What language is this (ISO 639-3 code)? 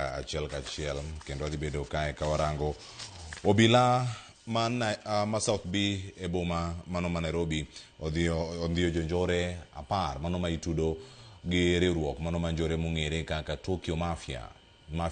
luo